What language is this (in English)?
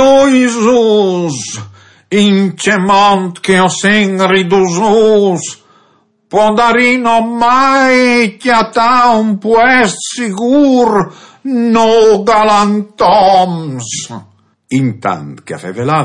Friulian